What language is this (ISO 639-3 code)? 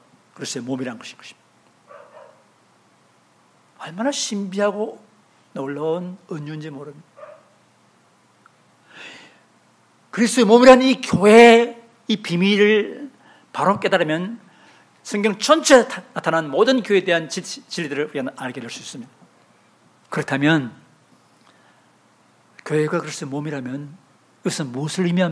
kor